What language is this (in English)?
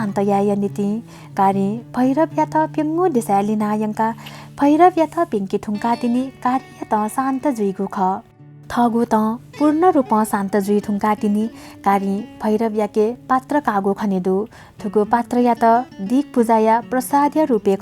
Newari